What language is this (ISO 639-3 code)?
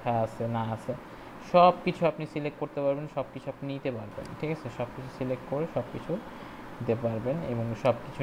ben